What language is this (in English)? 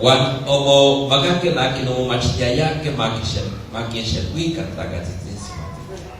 Nahuatl languages